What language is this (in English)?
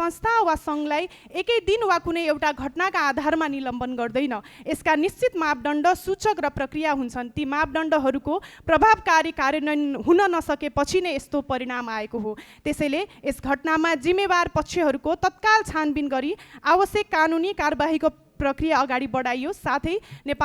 Nepali